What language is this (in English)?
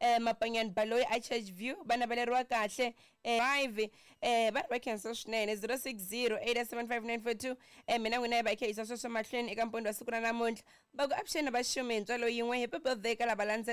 Tsonga